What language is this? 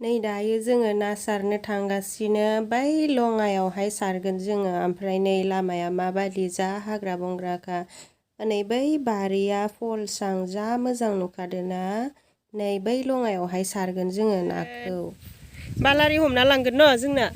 Bodo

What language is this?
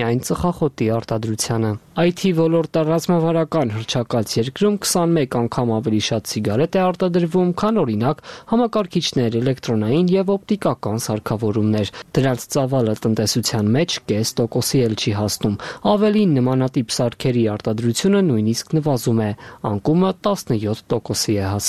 Armenian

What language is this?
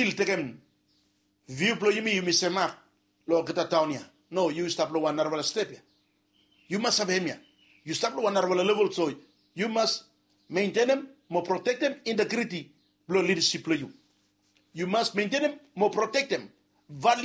Bislama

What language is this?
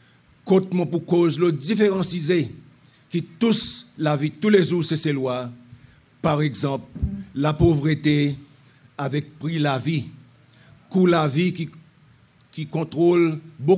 Seselwa Creole French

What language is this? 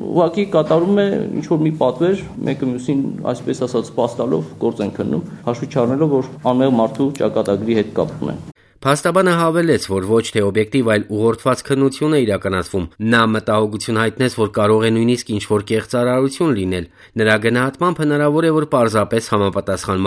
Armenian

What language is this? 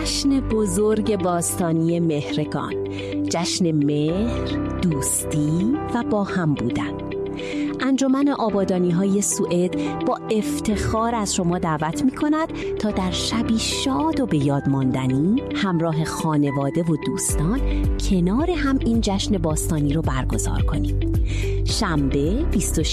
Persian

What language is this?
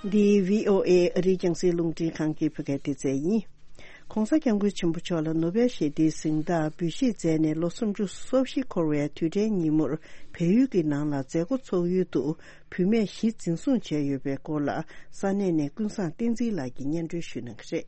Tibetan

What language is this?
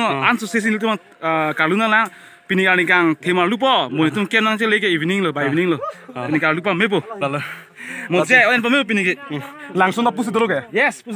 Karbi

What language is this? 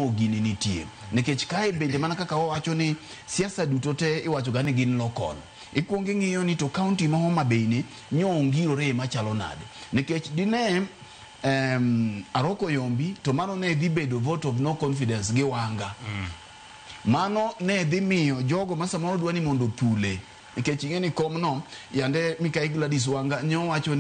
Luo (Kenya and Tanzania)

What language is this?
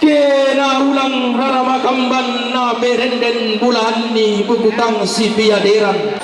Toraja-Sa'dan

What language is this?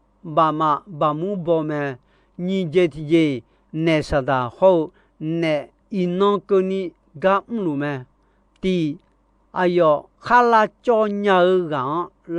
Akha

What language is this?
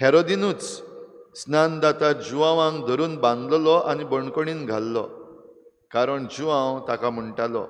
Konkani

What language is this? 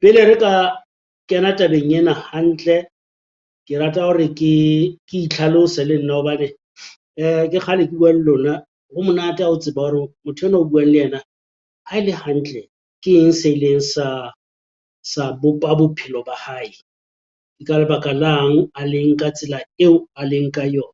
Southern Sotho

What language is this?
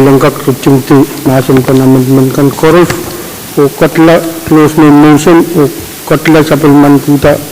Pohnpeian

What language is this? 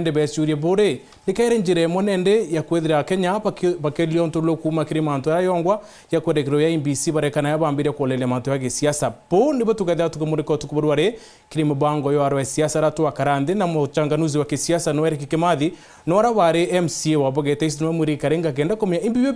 Meru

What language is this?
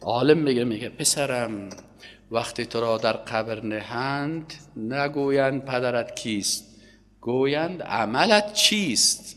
Persian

